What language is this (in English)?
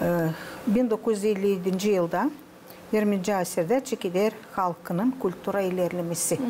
Gagauz